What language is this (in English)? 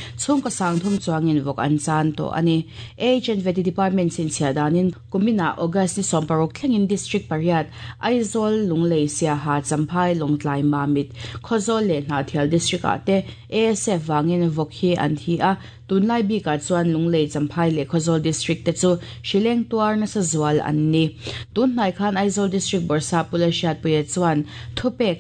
Mizo